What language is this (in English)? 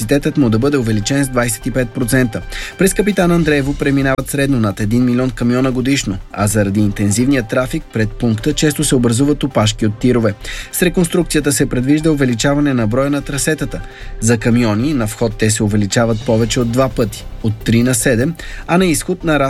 Bulgarian